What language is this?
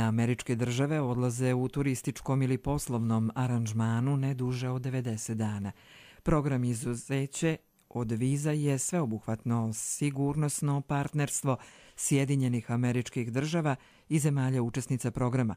Bosnian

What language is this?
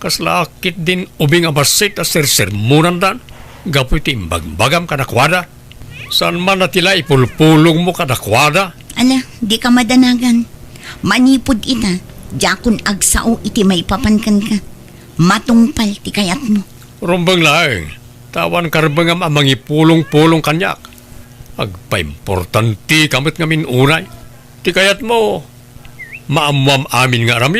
Iloko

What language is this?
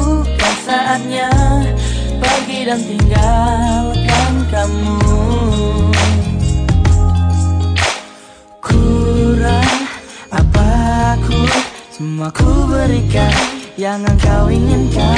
Indonesian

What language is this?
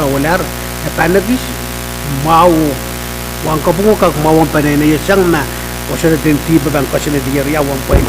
Pohnpeian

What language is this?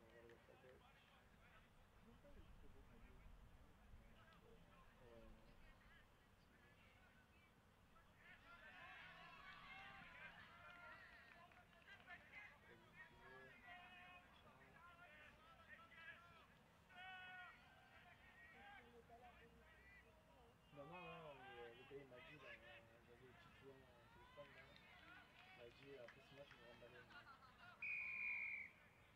French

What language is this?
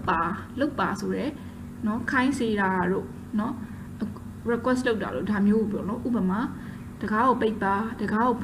Burmese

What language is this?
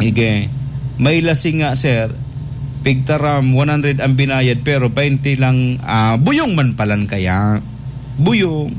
Bikol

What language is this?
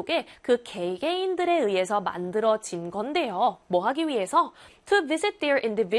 Korean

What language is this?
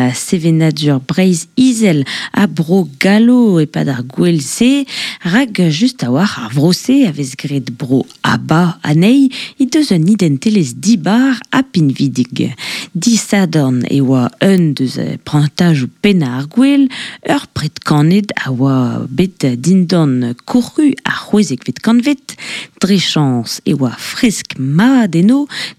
Breton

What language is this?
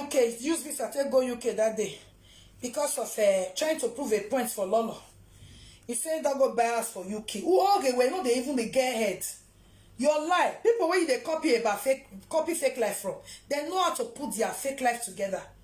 Nigerian Pidgin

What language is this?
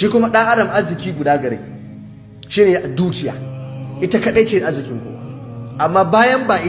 Hausa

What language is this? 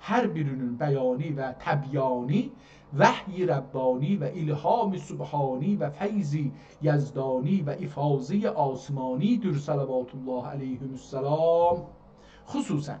South Azerbaijani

